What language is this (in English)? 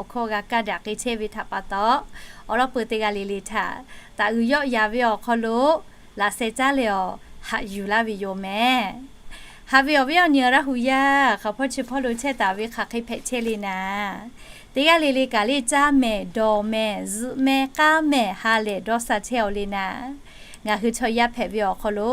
Lahu